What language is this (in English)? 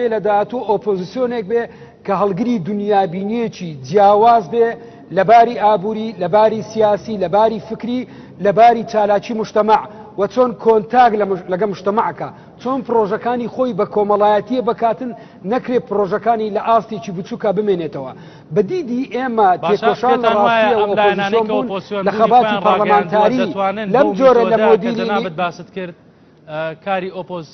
Central Kurdish